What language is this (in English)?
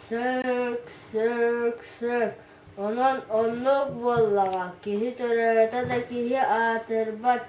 Yakut